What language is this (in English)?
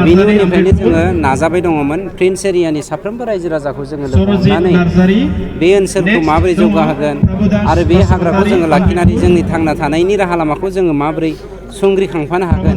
Bodo